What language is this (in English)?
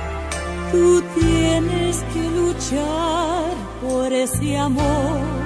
Spanish